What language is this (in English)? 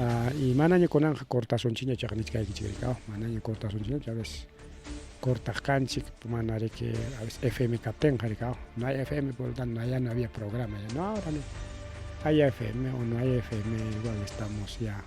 Ayacucho Quechua